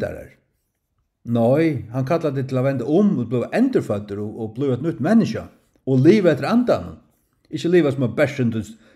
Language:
Faroese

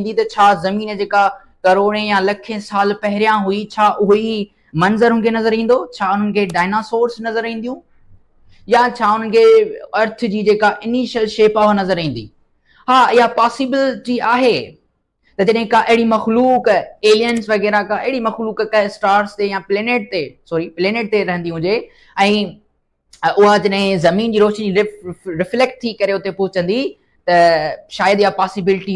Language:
Sindhi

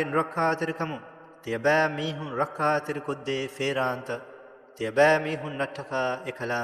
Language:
Divehi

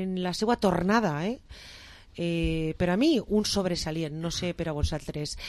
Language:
Catalan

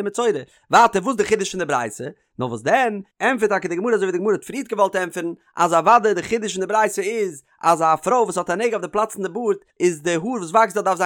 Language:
Yiddish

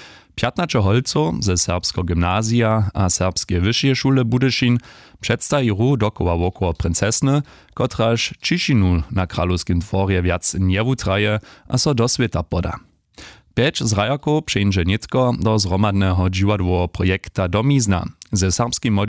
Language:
Upper Sorbian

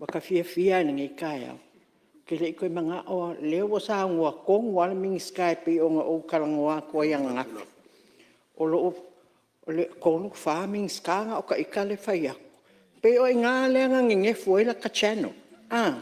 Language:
Samoan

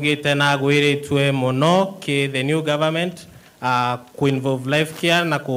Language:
Meru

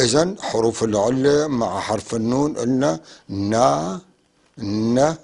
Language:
North Levantine Arabic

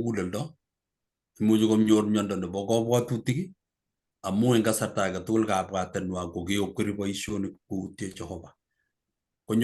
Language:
Kalenjin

